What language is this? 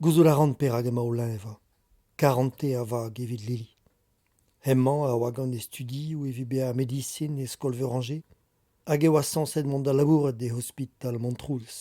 Breton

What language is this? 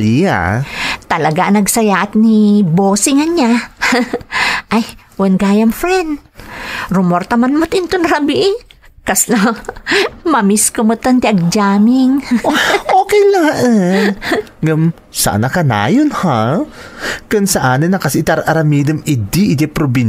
Iloko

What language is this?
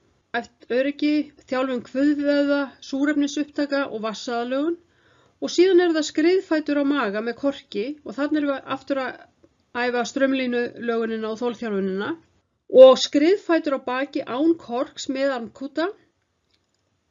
Icelandic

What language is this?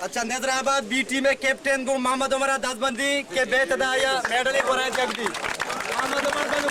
Eastern Balochi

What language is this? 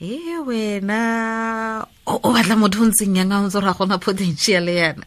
Tswana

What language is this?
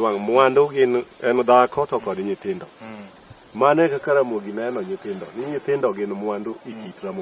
Luo (Kenya and Tanzania)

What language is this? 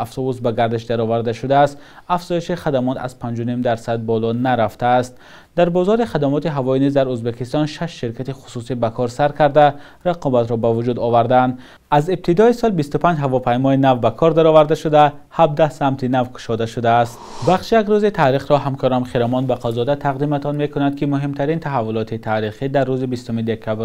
Tajik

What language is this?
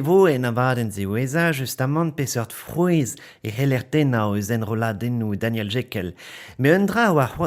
Breton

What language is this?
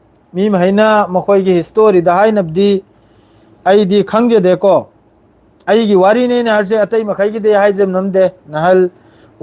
Manipuri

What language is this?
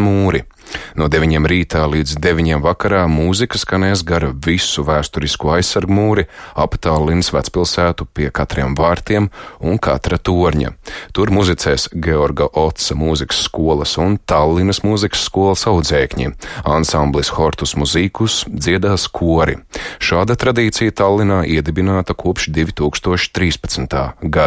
Latvian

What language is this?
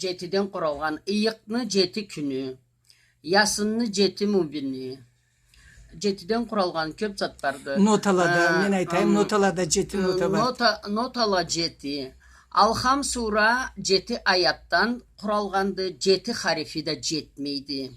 Karachay-Balkar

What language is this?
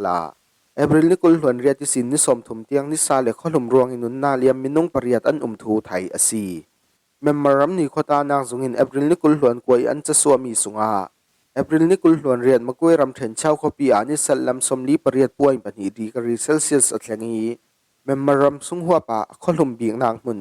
Falam Chin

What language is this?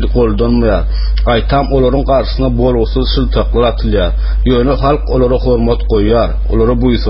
Turkmen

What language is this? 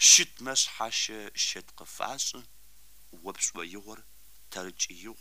Kabardian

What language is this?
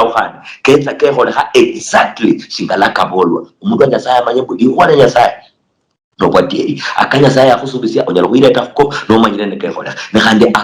Luyia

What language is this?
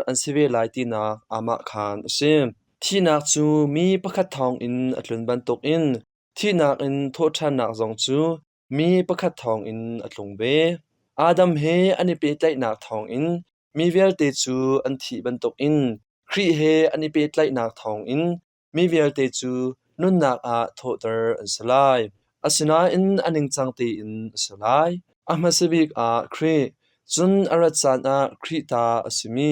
Hakha Chin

